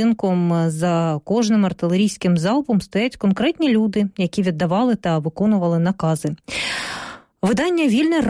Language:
Ukrainian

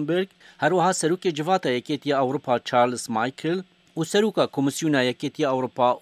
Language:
Kurdish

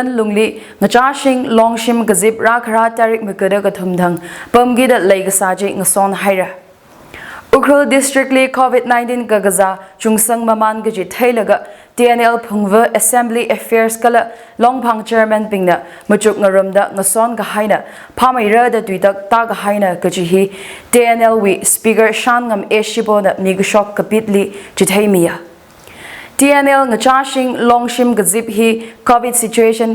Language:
Tangkhul Naga (India)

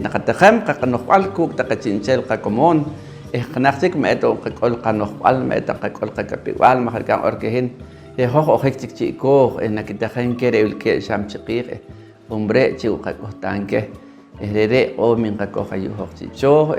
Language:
Poqomchi'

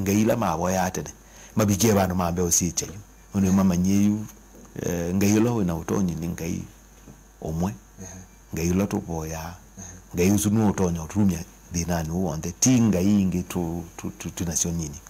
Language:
Kamba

